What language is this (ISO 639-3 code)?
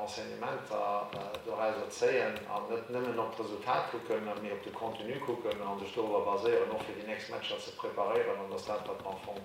ltz